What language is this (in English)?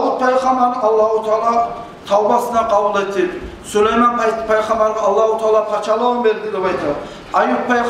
Kumyk